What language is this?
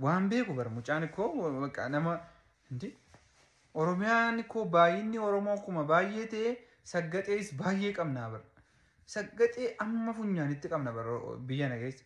Oromo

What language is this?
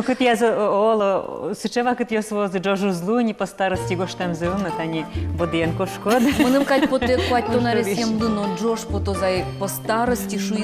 Udmurt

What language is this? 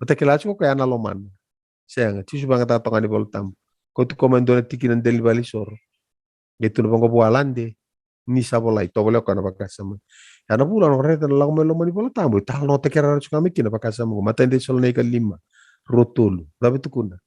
Fijian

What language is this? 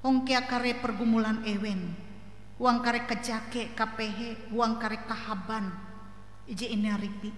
Ngaju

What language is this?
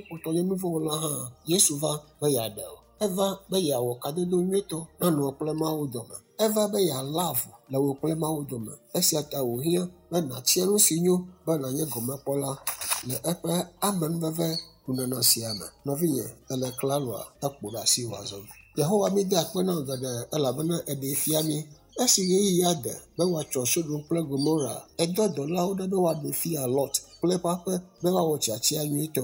Ewe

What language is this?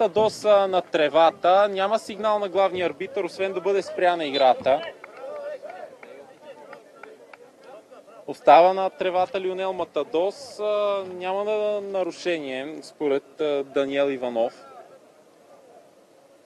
Bulgarian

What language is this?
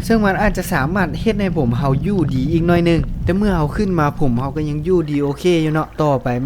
Lao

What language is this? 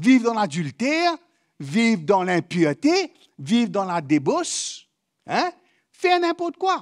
Morisyen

